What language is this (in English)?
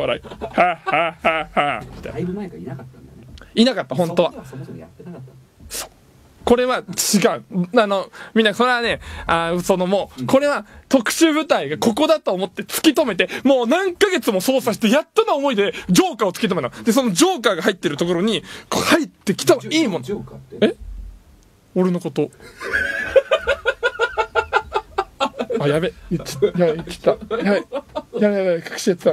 Japanese